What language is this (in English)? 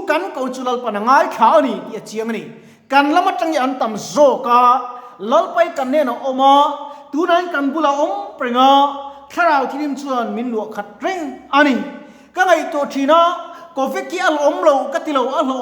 Mizo